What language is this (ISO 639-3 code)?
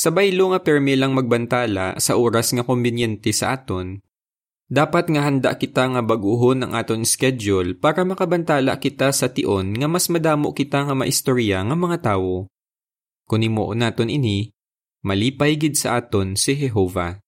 hil